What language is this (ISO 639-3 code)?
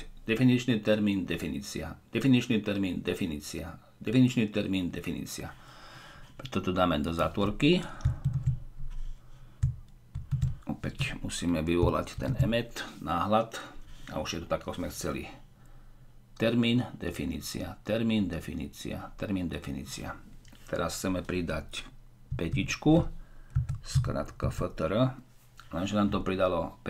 slk